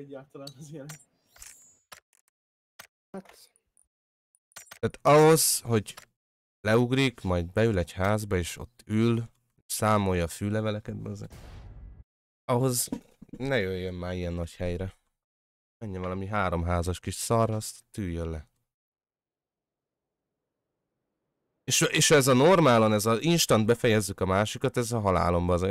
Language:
Hungarian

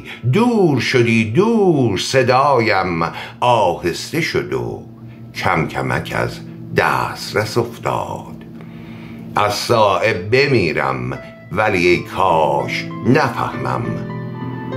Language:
Persian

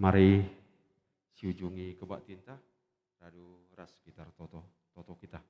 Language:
Batak Karo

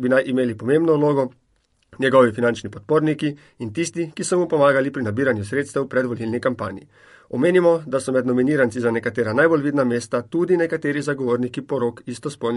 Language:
Slovenian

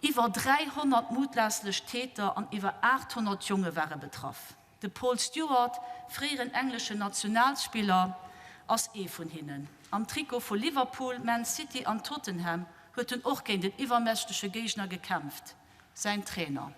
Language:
Luxembourgish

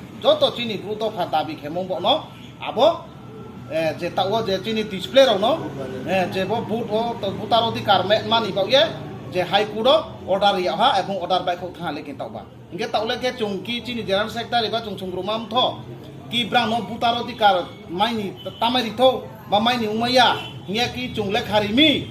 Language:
Riang (India)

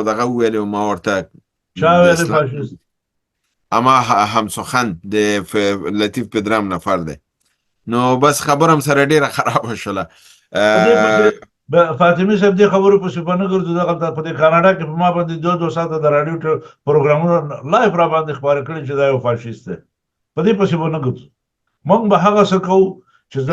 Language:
Pashto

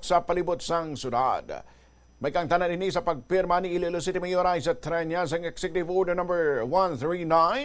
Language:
Hiligaynon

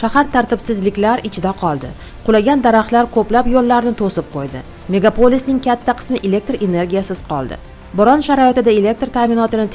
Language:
Uzbek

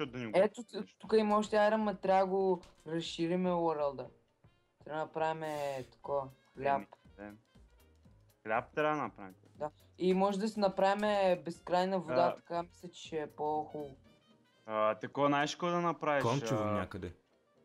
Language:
Bulgarian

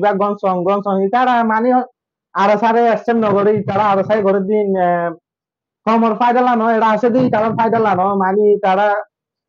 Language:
Rohingya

